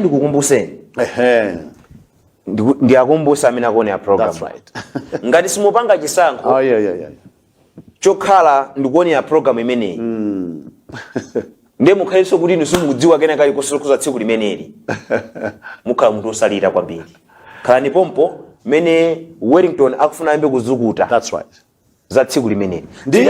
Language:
Nyanja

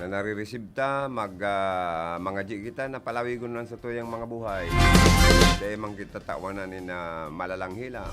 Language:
Bikol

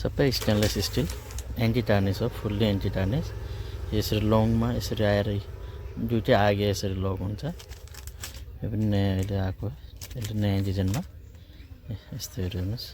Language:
Nepali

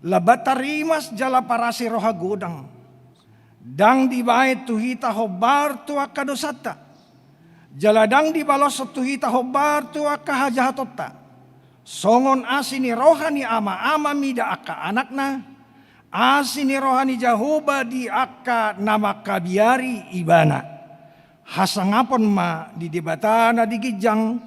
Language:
Batak Toba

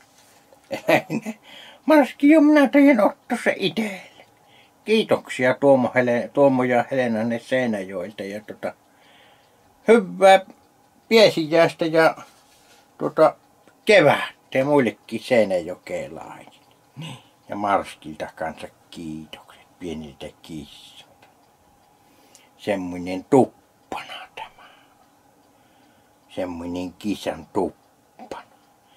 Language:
Finnish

